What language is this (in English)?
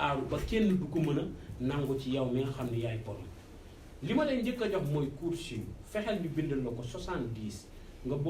Wolof